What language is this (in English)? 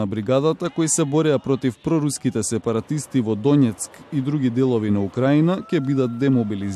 Macedonian